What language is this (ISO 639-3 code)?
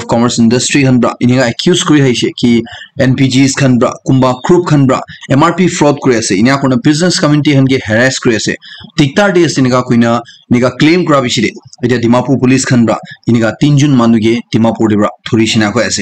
nag